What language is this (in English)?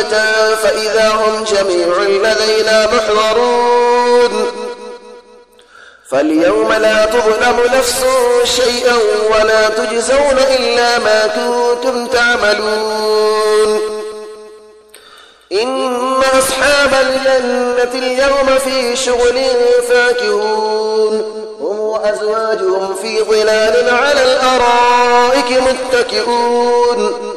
Arabic